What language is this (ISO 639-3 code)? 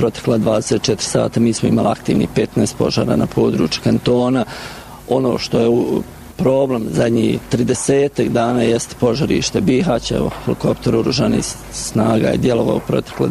bos